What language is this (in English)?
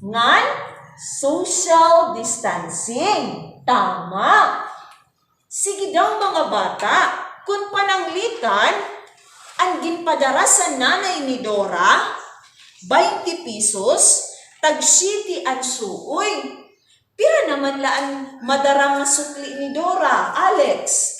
Waray